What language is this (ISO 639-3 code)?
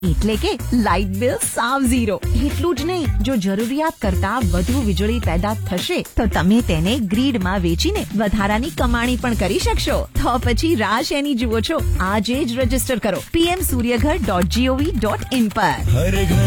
guj